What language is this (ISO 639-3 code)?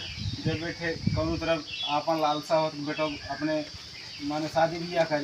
awa